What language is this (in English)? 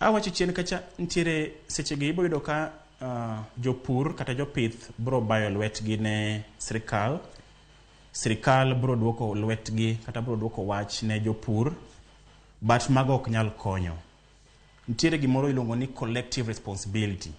Luo (Kenya and Tanzania)